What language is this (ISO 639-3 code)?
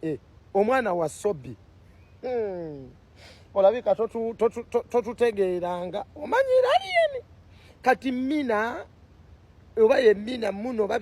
lug